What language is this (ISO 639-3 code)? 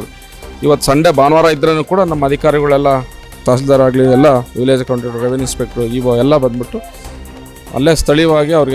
kan